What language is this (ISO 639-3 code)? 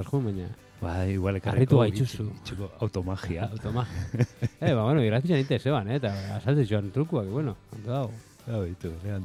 eus